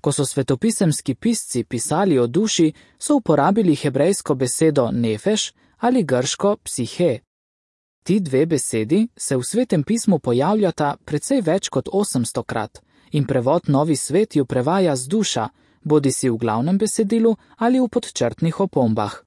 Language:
Slovenian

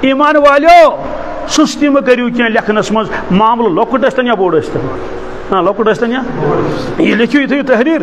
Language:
Kashmiri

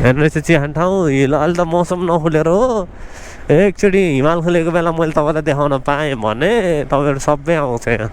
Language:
Nepali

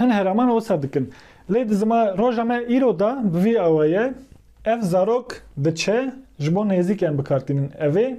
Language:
Kurdish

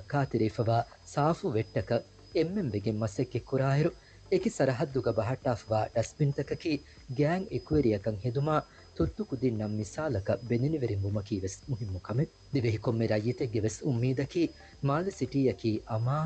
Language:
Divehi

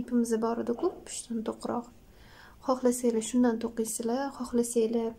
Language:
Uzbek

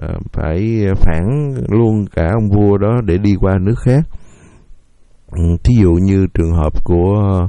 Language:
Vietnamese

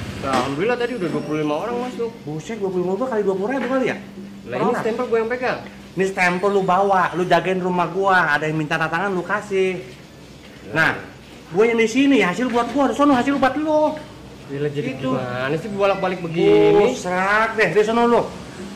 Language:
Betawi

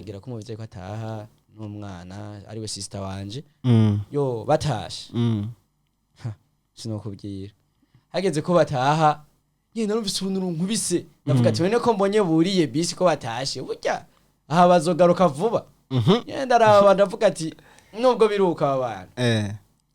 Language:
Rundi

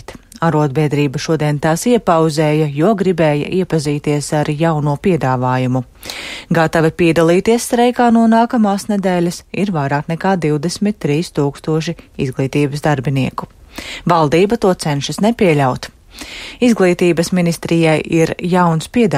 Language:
Latvian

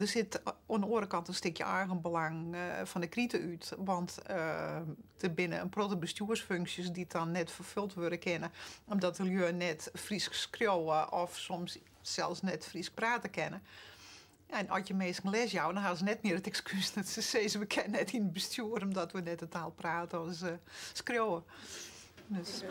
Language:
Western Frisian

